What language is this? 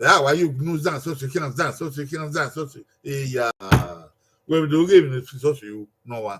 Bini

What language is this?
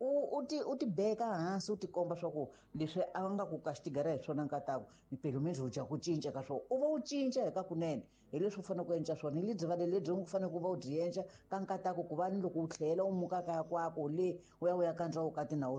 Tsonga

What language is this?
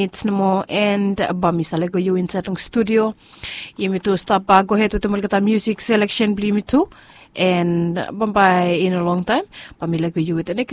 Bislama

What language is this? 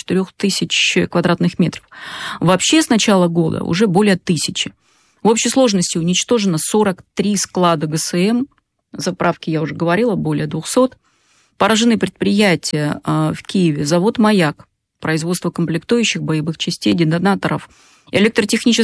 Russian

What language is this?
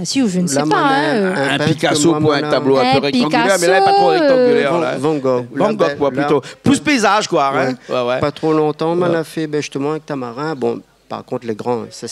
Réunion Creole French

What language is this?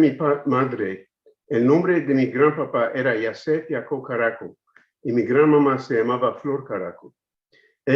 Ladino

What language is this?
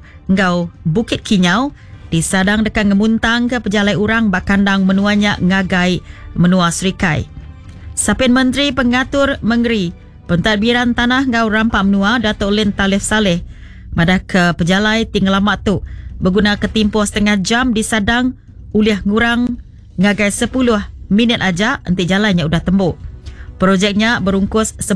Iban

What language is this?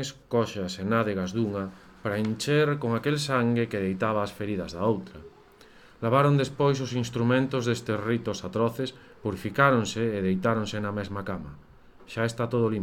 Galician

